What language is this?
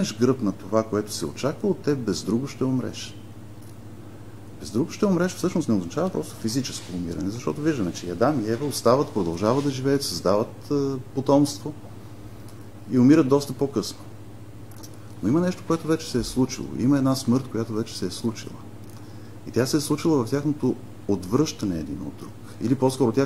Bulgarian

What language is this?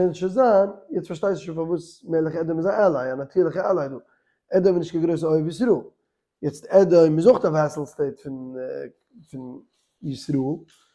Yiddish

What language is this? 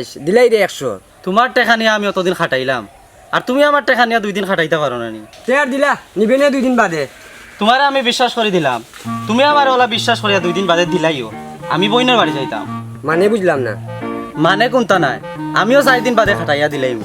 Sylheti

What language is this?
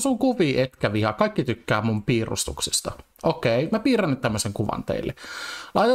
Finnish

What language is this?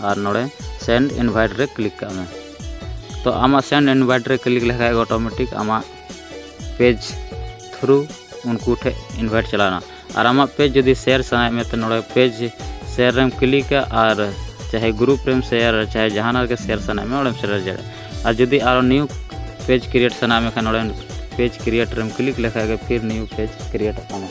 Santali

